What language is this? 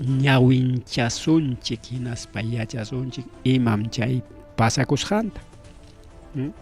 Ayacucho Quechua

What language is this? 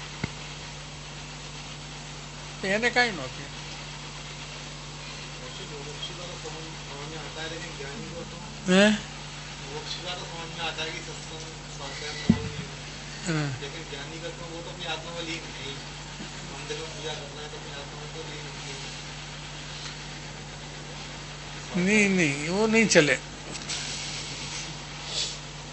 Gujarati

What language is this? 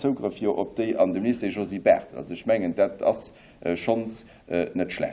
Luxembourgish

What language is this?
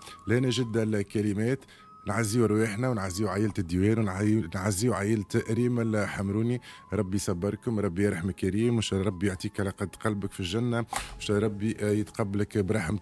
Tunisian Arabic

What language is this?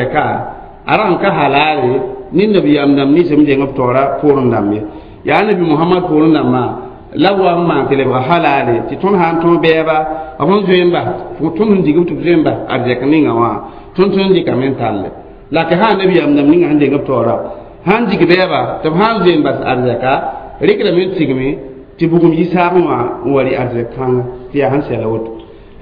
Mossi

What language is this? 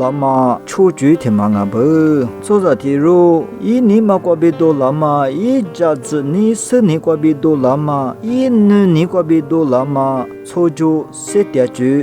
Lisu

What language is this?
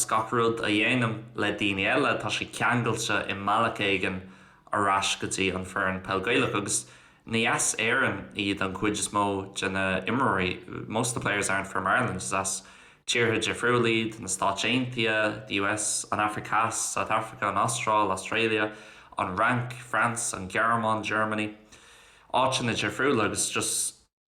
Irish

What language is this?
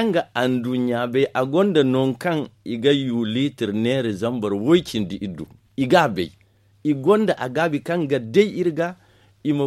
Zarma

